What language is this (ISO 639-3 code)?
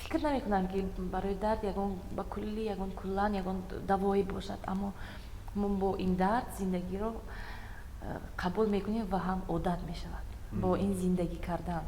tgk